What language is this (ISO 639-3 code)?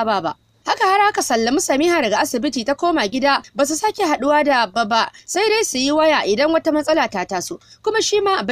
hau